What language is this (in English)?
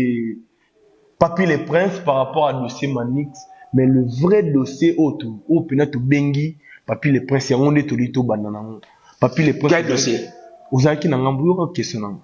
Lingala